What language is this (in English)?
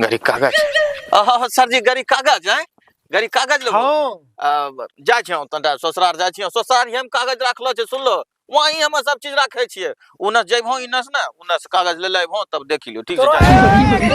Angika